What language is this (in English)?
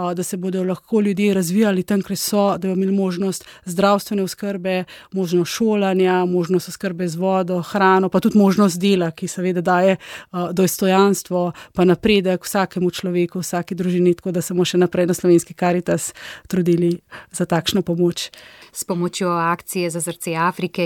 Slovenian